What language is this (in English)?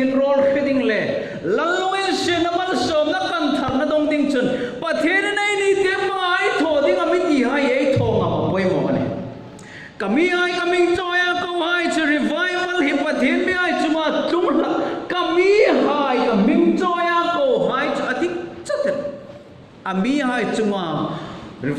Hmar